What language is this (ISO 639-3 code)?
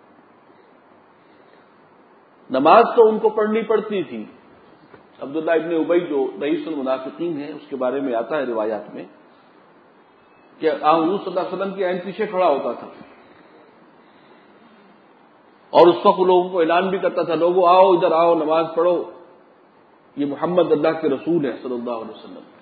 urd